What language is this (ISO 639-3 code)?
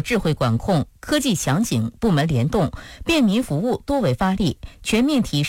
zho